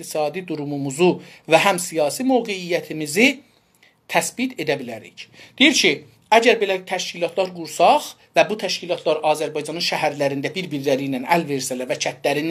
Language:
South Azerbaijani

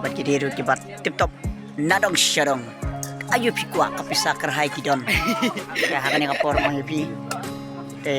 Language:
Khasi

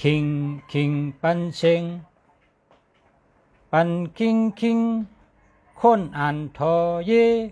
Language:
Shan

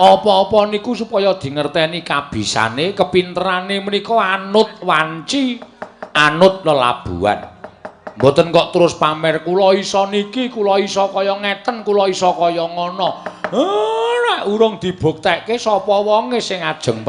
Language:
Javanese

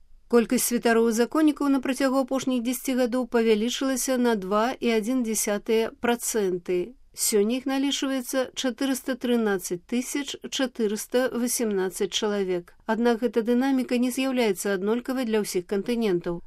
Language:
Belarusian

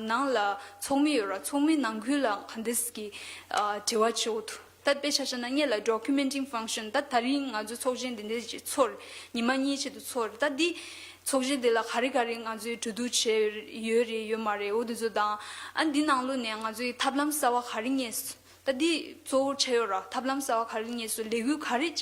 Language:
Tibetan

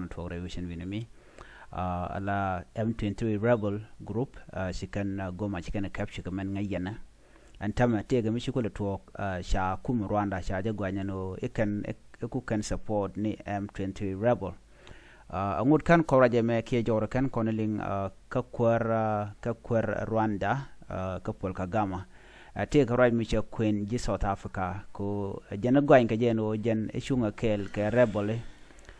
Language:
Nuer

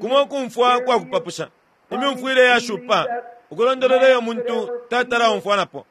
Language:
Bemba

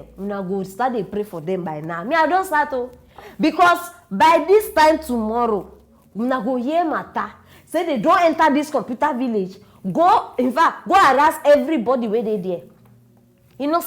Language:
Nigerian Pidgin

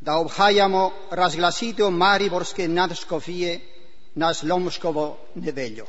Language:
Slovenian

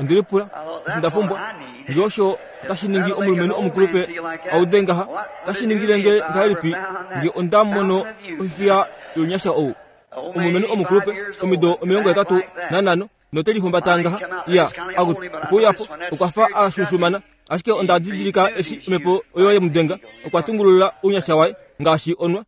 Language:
Kuanyama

